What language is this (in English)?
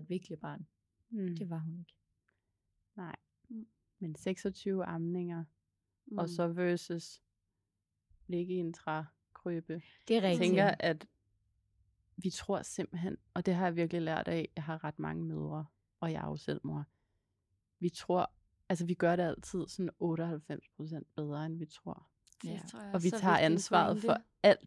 Danish